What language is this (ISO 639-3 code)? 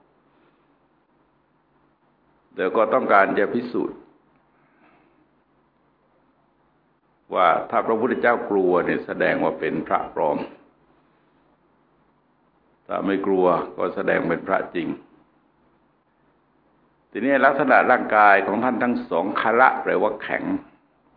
tha